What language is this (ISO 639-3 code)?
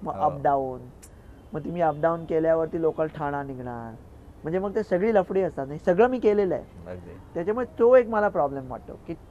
mar